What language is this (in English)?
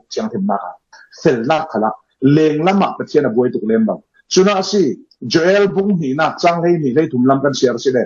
Falam Chin